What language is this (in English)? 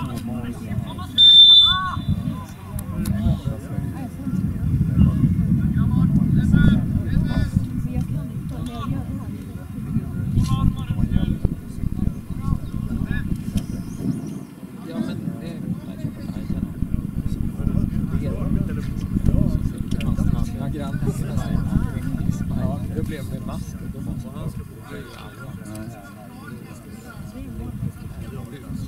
Swedish